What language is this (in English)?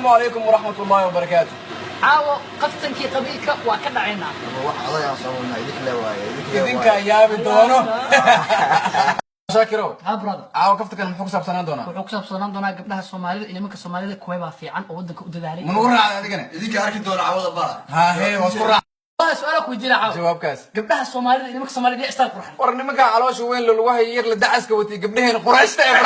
Somali